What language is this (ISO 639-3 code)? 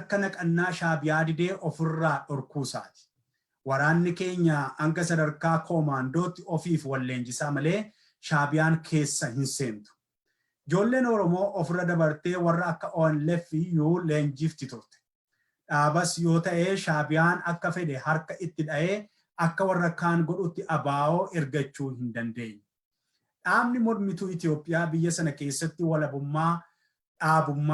orm